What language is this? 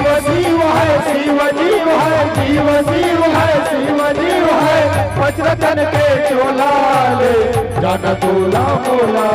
Chhattisgarhi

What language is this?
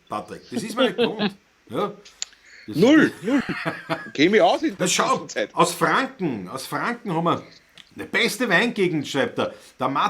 Bavarian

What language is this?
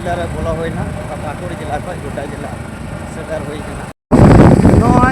Santali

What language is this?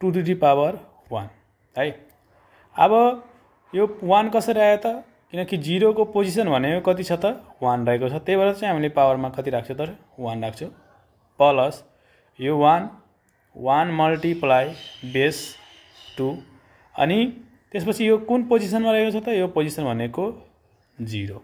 Nepali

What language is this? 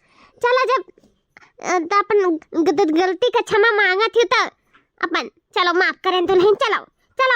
Awadhi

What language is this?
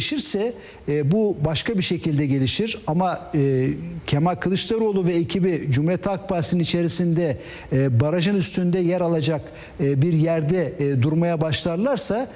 Turkish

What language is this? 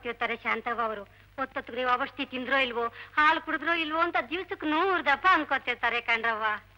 Kannada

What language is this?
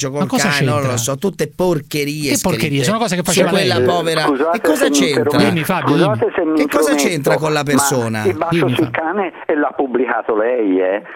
Italian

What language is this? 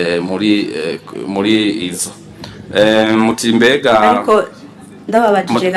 Rundi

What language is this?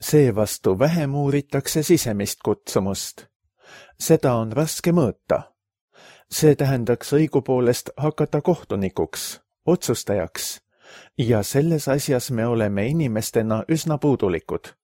Estonian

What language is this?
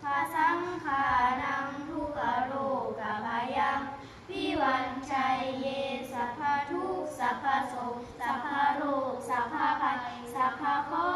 Pali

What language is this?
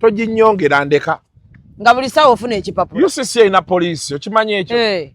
Ganda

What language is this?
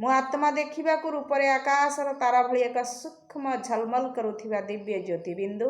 Odia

